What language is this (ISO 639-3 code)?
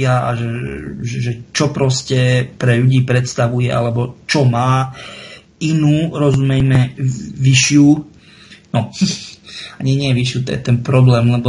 slk